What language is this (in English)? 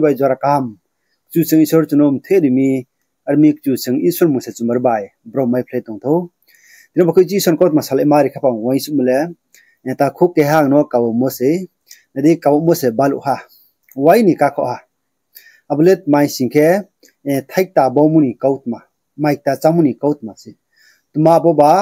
Riang (India)